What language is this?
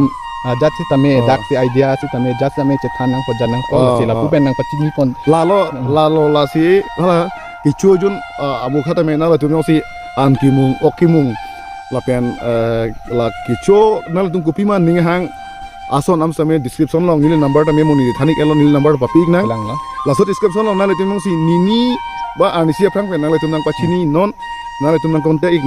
Karbi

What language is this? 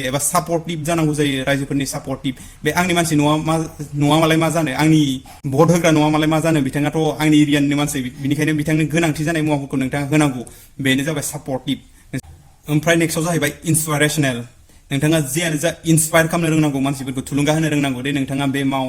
Bodo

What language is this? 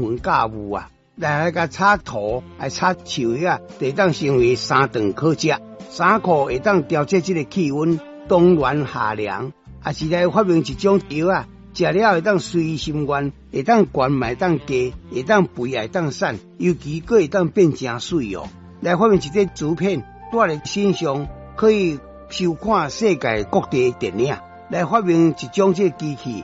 Min Nan Chinese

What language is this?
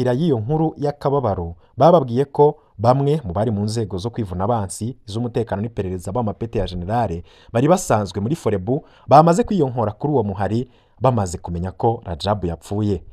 Rundi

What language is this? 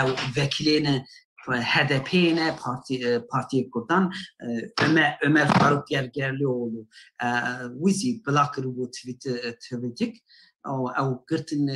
Kurdish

